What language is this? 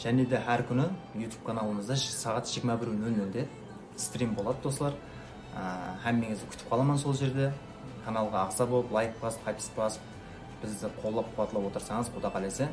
Kara-Kalpak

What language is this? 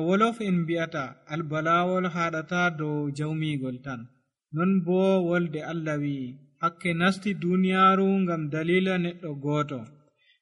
Nigerian Fulfulde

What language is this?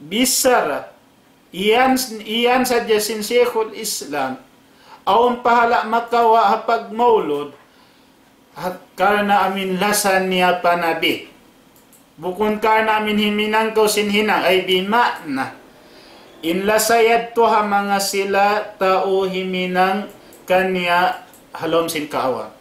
Tausug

